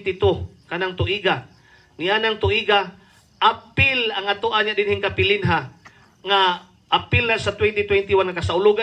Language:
Cebuano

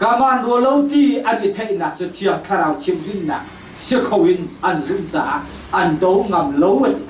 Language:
Hakha Chin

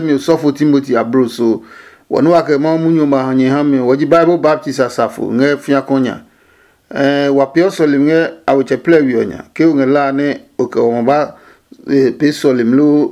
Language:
Adangme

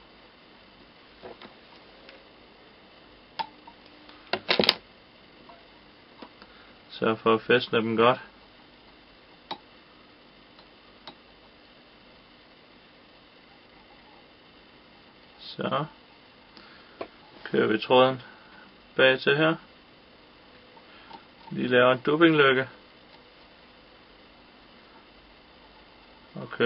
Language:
Danish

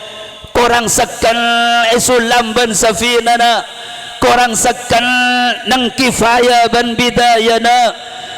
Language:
Madurese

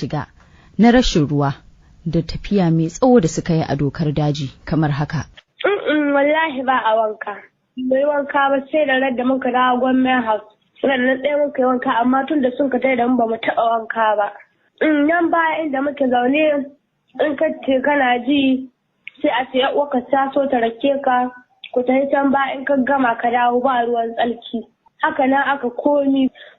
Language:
Hausa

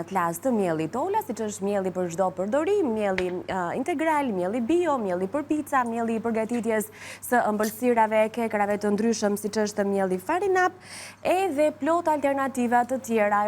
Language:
Albanian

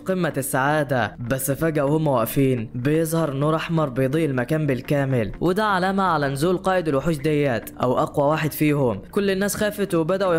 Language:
Egyptian Arabic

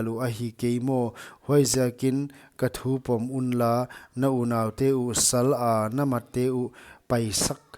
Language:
Paite Chin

